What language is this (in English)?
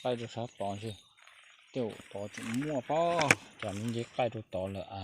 Hmong